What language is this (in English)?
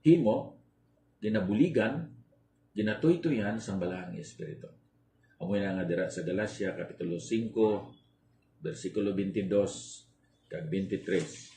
Hiligaynon